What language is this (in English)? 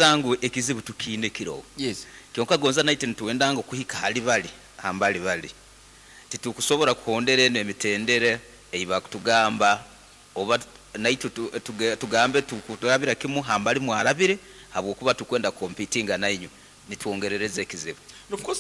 Nyankole